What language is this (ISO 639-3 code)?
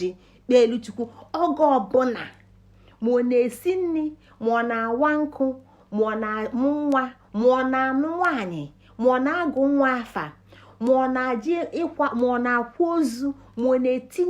ibo